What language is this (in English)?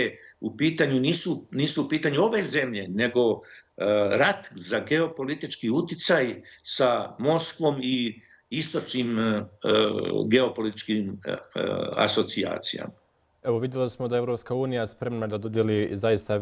Bosnian